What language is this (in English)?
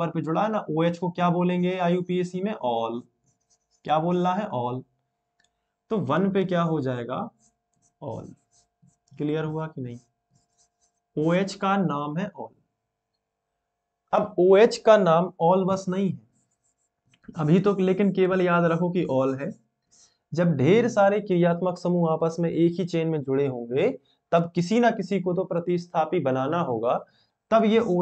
Hindi